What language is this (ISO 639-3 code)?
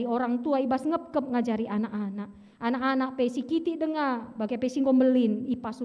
btx